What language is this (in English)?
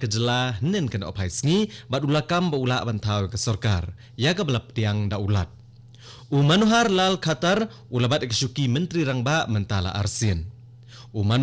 Khasi